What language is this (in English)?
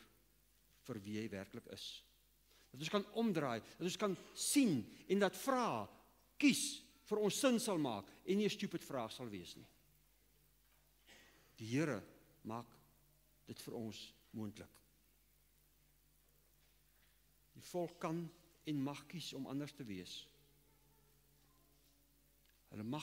Afrikaans